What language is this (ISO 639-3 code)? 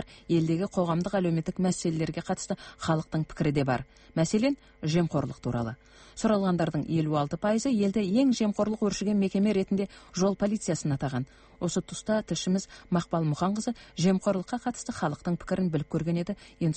kaz